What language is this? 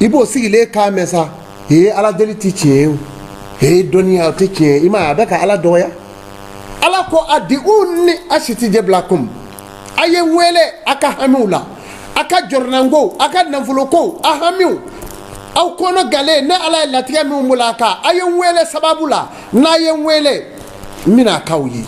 Bambara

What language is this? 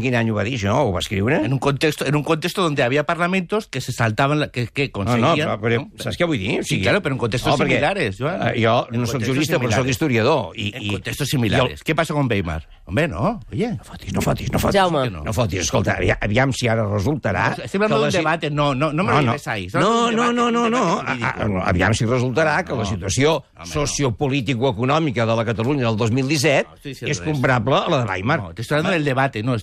Catalan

